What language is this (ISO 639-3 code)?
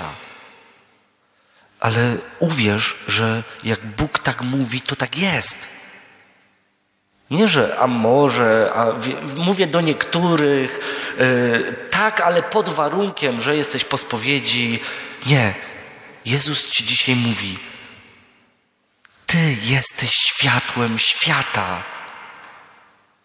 pol